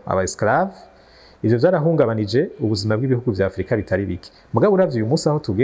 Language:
Rundi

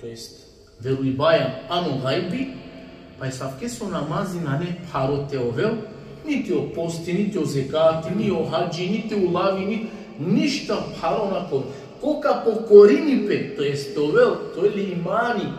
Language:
Balkan Romani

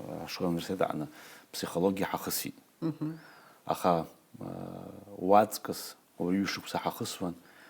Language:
Abkhazian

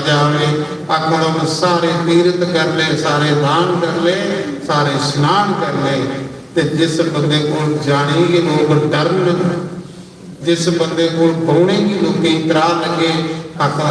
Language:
Dogri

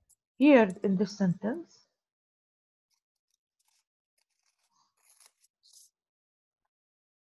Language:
English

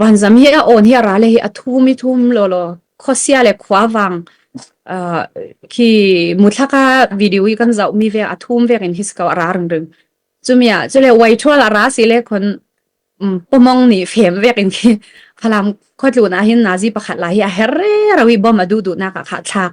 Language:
Falam Chin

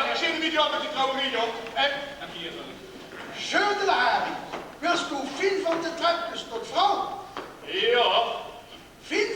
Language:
Limburgish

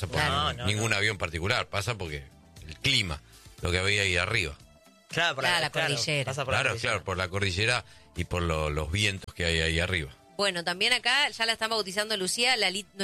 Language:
Spanish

